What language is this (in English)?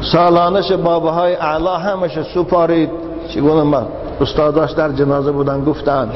Tajik